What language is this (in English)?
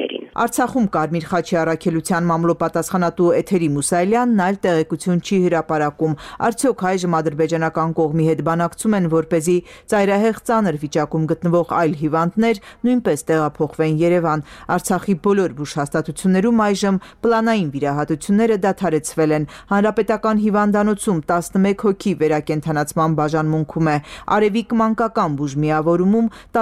Armenian